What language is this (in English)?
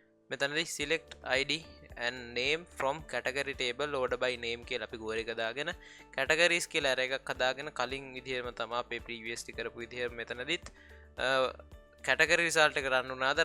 Sinhala